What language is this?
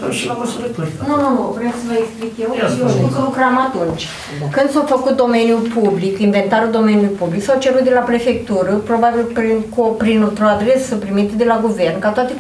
Romanian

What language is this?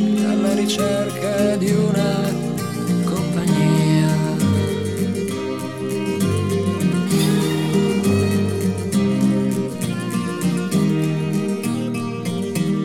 Italian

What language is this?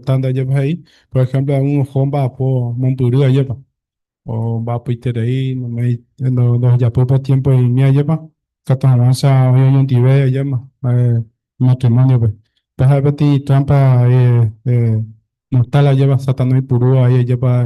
Guarani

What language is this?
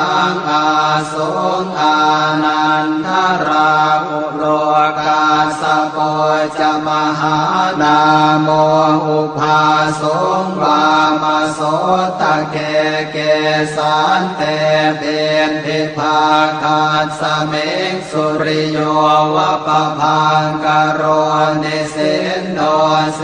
Pali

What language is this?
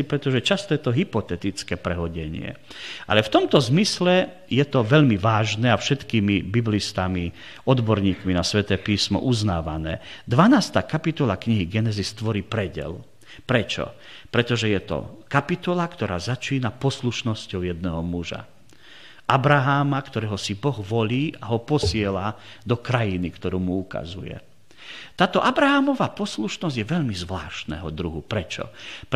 Slovak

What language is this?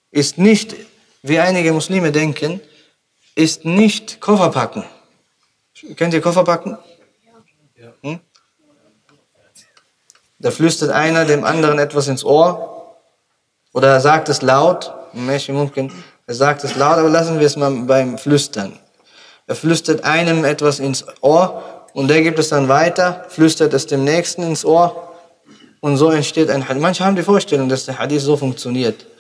German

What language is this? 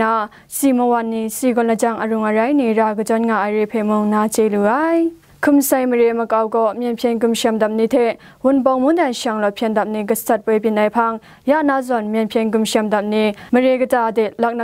Kachin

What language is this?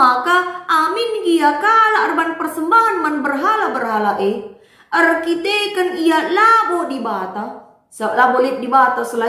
Batak Karo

